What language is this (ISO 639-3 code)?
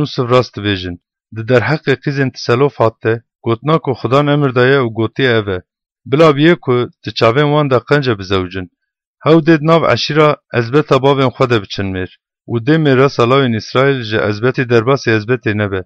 kur